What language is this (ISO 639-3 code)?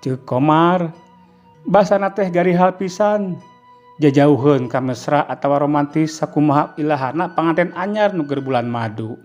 sun